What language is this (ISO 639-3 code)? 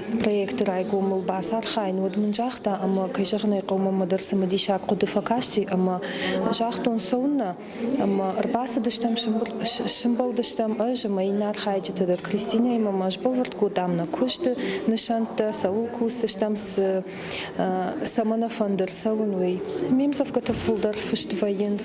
oss